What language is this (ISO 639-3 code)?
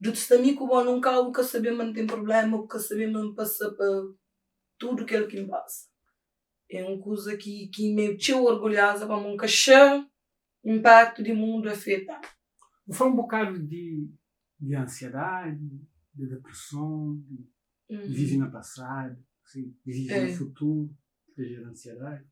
kea